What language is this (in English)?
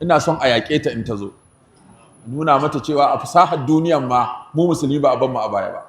Hausa